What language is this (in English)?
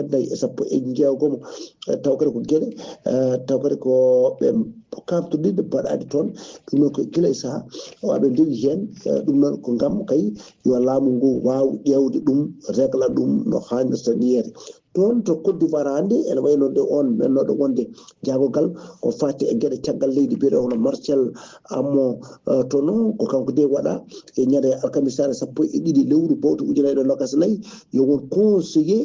Fula